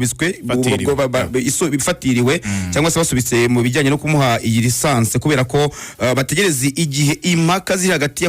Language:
Kinyarwanda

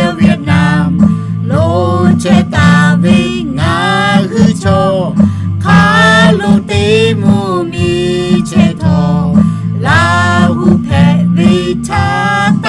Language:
Lahu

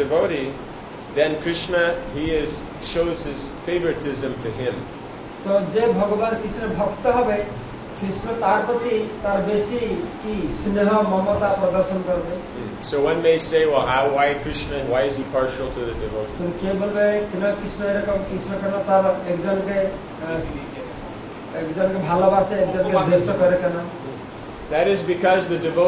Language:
Bangla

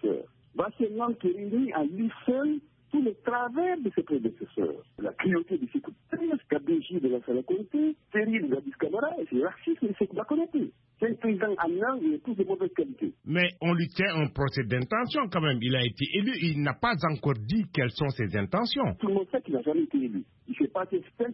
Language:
French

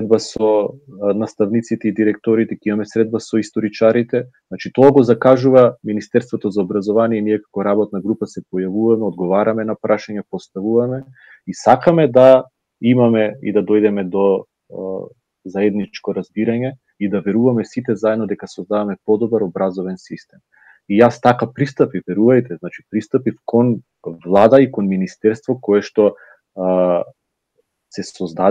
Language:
Macedonian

